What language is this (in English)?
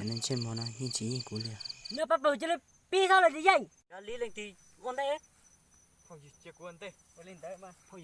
Hmong